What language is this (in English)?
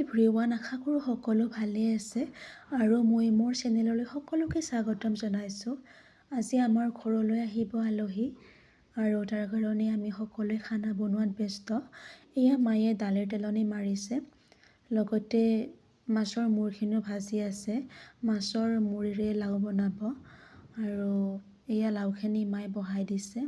Assamese